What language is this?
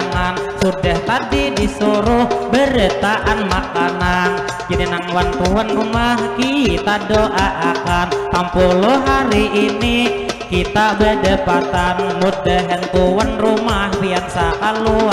Banjar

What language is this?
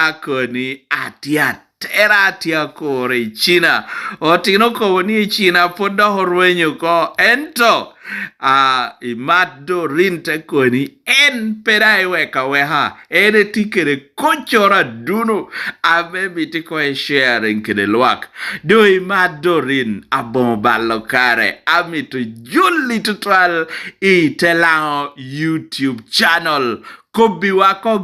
Lango (Uganda)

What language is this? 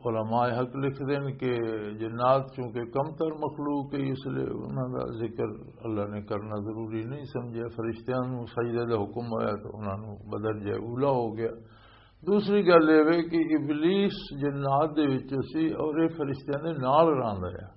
Western Panjabi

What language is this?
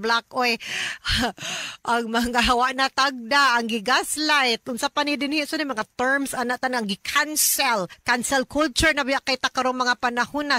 Cebuano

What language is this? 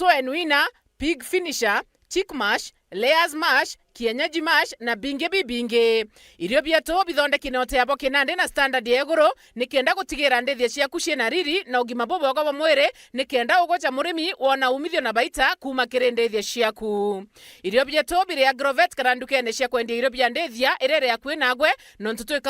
Meru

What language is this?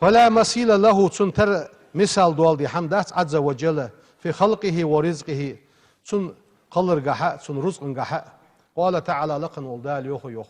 Ingush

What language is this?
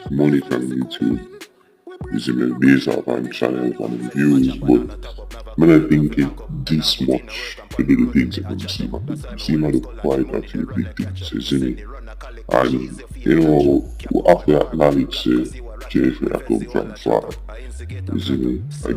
Jamaican Creole English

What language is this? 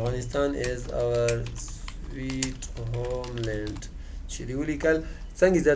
Pashto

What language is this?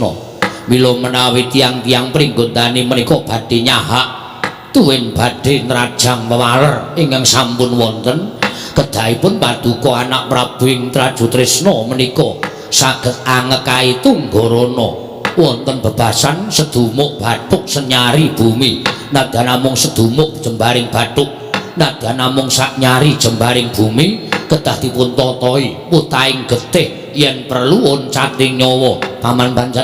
Javanese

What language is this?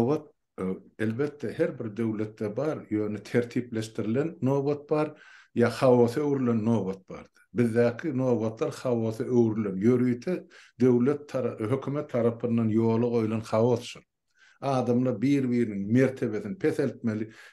Turkmen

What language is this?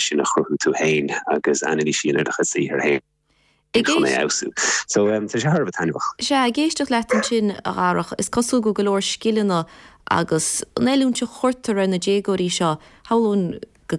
Irish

